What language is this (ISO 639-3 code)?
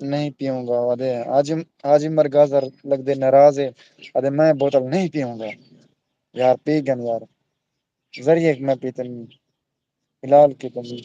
skr